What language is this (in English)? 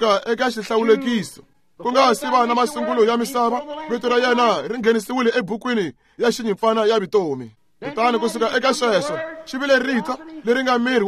Tsonga